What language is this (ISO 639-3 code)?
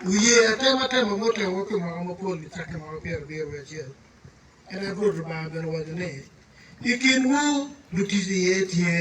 ach